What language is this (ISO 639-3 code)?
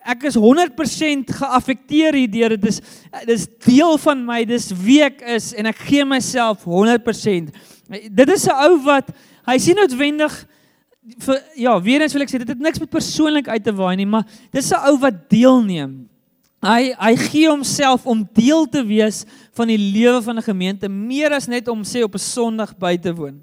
afr